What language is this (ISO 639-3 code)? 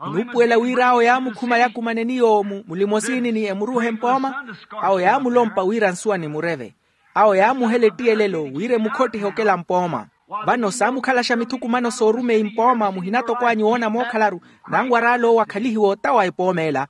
vmw